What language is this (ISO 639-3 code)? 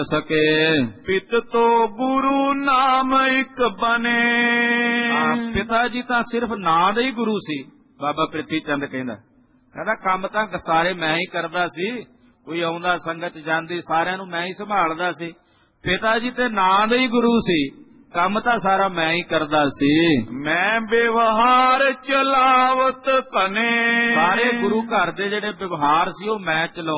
pan